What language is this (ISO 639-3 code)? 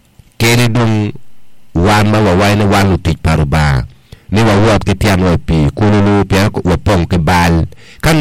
ach